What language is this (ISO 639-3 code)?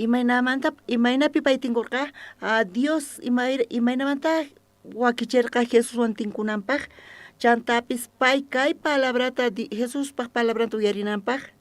quh